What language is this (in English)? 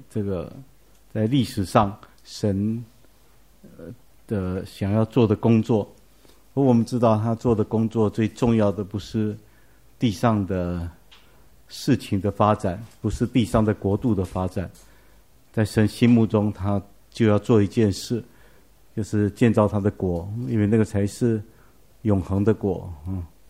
Chinese